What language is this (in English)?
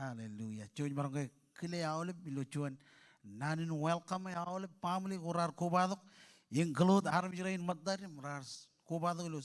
Marshallese